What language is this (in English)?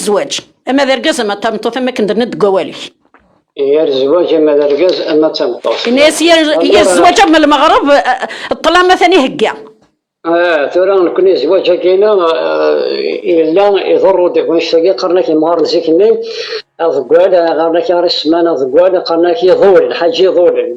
Kabyle